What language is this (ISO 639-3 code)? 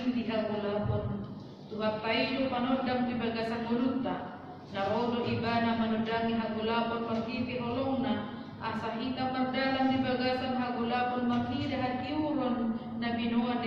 bbc